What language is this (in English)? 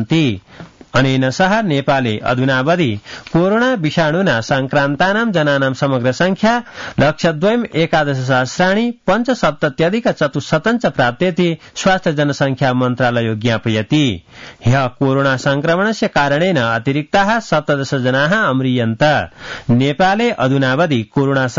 Sanskrit